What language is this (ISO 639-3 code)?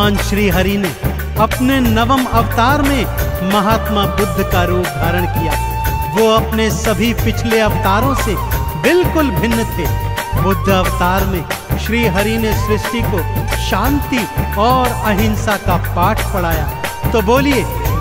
hin